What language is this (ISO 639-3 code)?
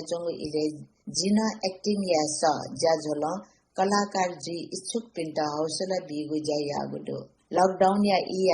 new